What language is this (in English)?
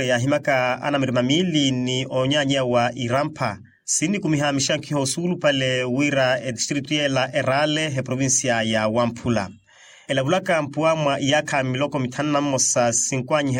Makhuwa